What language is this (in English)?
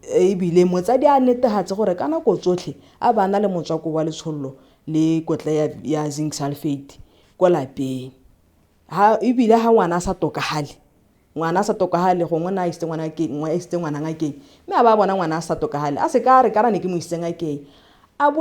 Tswana